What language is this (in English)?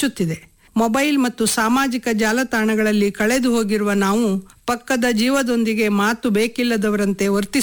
Kannada